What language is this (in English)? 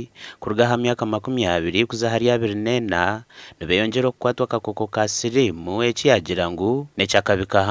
Nyankole